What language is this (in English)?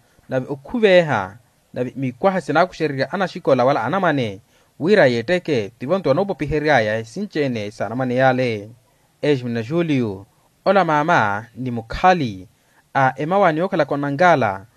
Makhuwa